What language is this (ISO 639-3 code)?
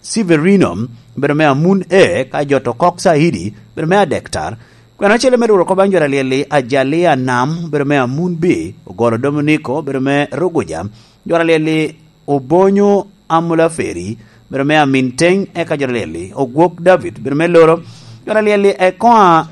laj